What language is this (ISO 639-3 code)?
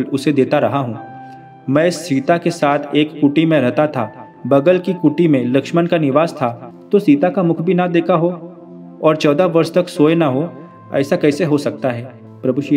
hin